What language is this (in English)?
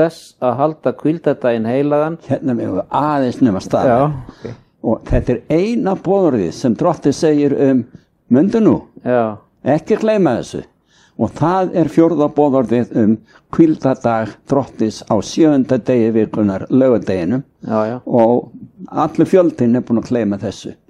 Icelandic